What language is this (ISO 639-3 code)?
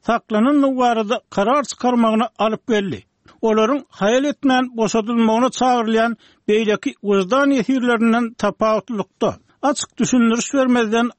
tuk